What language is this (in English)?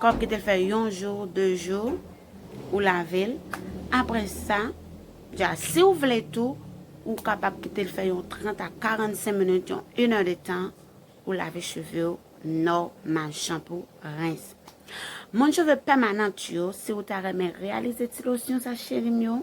Haitian Creole